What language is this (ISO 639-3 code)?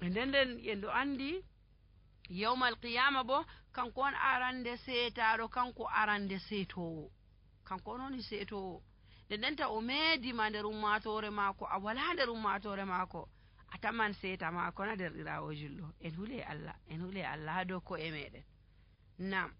fuv